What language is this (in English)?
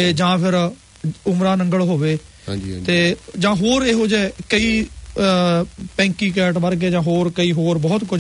Punjabi